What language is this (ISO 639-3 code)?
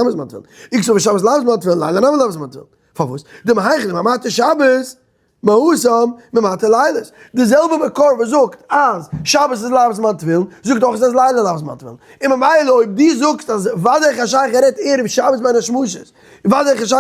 yid